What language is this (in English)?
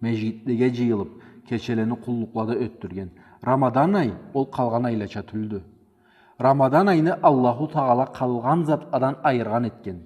Karachay-Balkar